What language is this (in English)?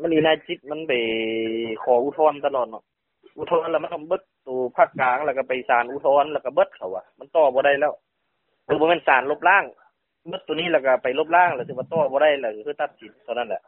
Lao